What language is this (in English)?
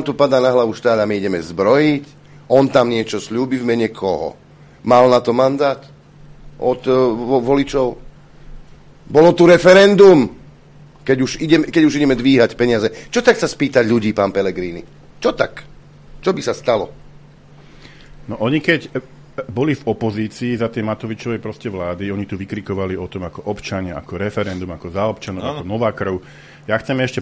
Slovak